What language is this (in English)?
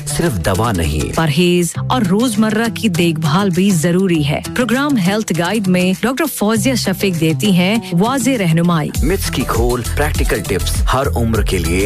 Urdu